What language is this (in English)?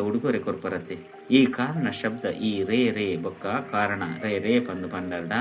Tulu